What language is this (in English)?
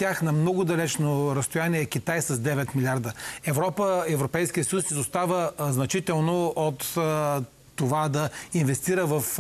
Bulgarian